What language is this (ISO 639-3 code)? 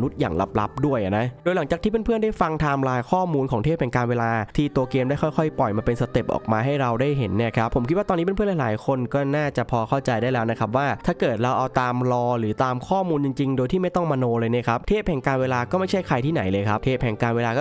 tha